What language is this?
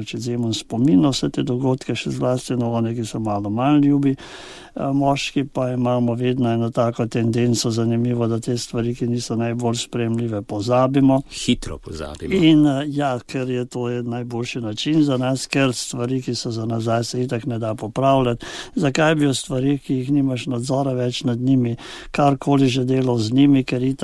Slovenian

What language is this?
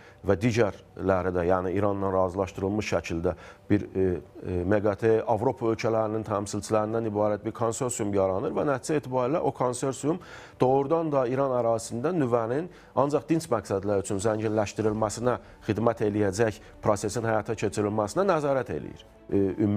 Azerbaijani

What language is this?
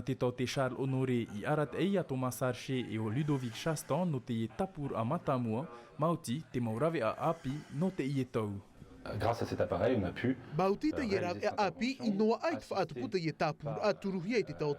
Tahitian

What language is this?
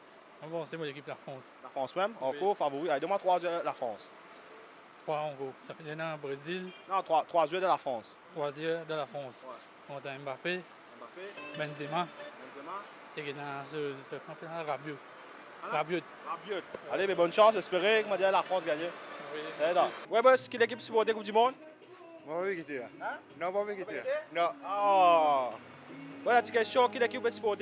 Morisyen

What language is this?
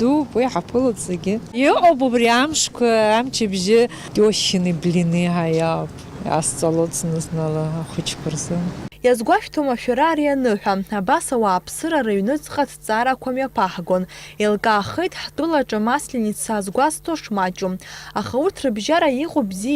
Abkhazian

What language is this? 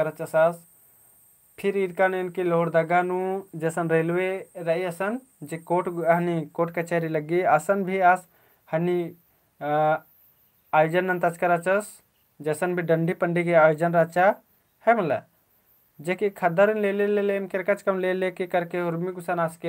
Kurukh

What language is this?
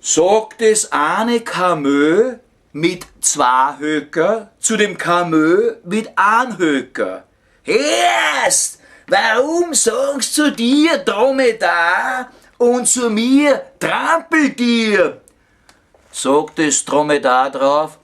Bavarian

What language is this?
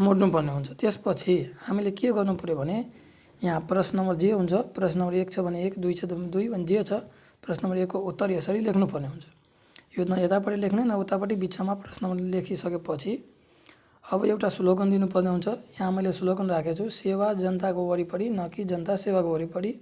Nepali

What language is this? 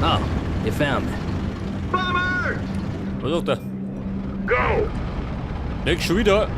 Bavarian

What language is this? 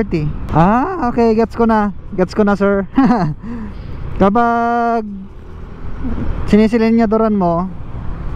Filipino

